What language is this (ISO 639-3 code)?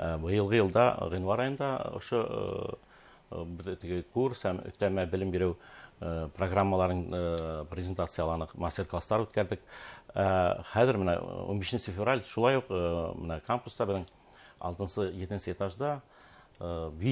bak